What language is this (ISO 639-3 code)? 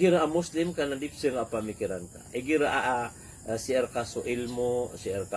mrw